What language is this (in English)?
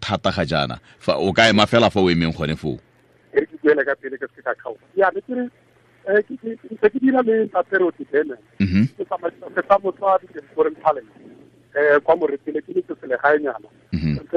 Tswana